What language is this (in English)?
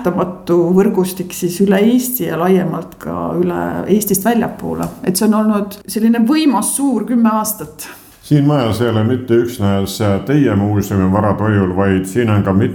Estonian